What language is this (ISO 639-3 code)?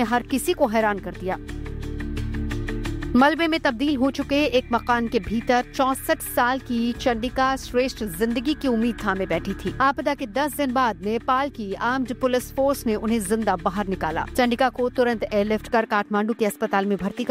hin